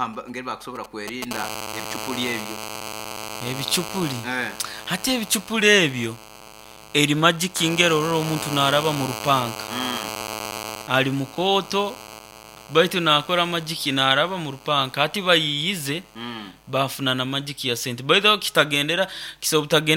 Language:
Nyoro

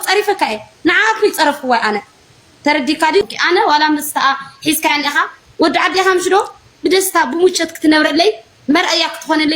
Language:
Tigrinya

